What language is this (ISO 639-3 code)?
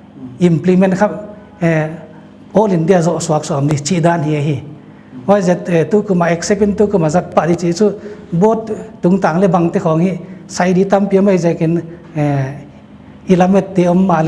pck